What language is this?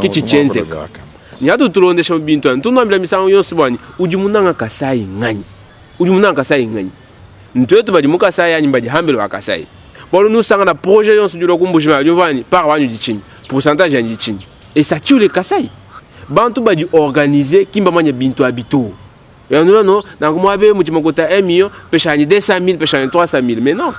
Luba-Lulua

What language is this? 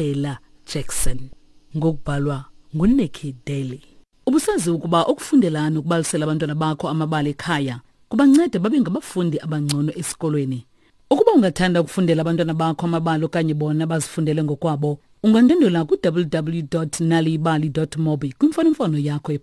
Xhosa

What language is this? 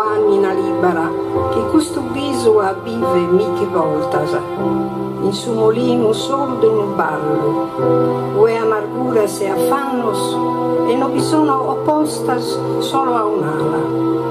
Sardinian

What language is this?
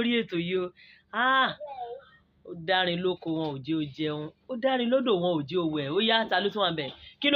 Yoruba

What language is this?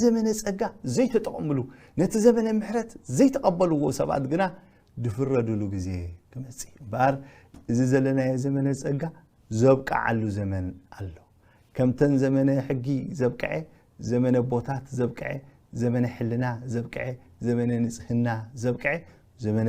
Tigrinya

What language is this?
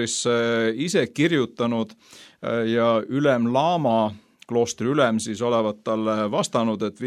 Estonian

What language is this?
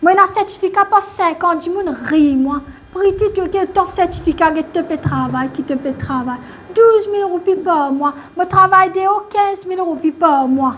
Morisyen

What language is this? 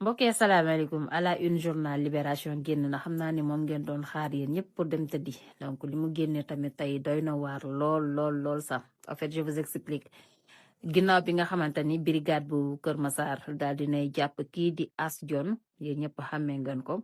Wolof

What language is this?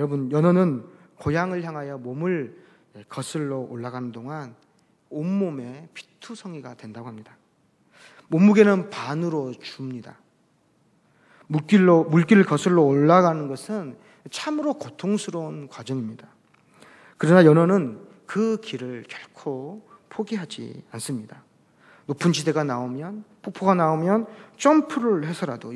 Korean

